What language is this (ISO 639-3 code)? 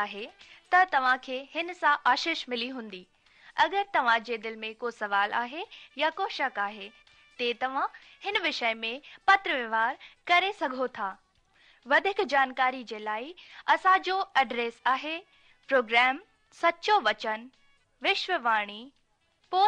snd